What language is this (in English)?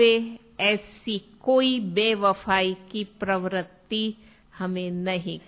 Hindi